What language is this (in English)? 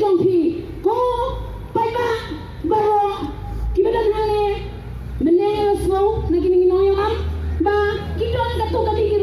Khasi